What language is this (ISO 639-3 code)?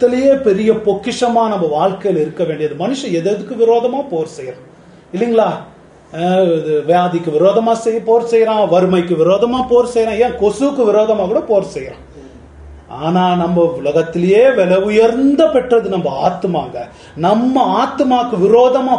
tam